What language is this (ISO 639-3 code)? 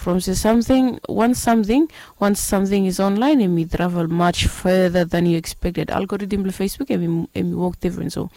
bis